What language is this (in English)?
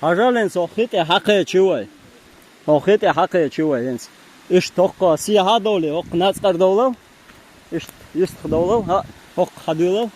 Chechen